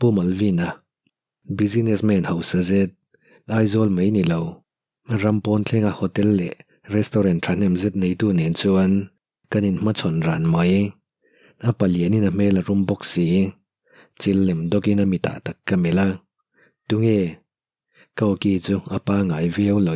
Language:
Mizo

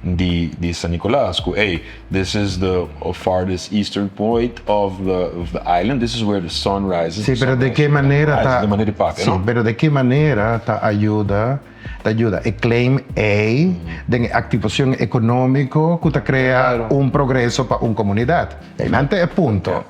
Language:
Papiamento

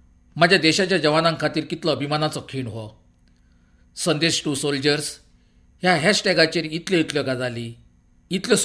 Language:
Konkani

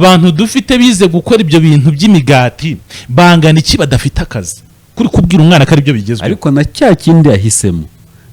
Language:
Kinyarwanda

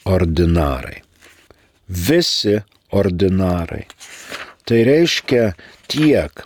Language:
Lithuanian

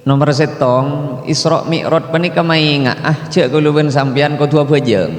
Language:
Madurese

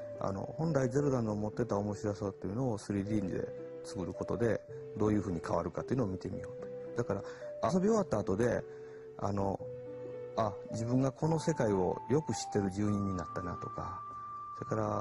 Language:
Japanese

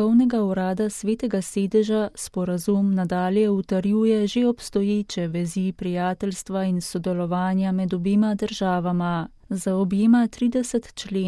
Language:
Slovenian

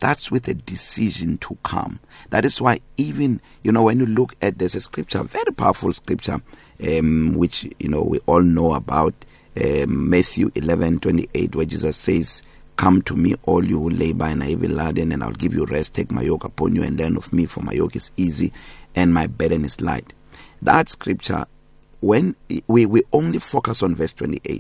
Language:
English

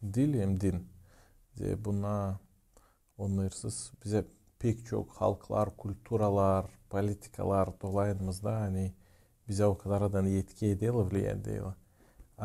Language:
Gagauz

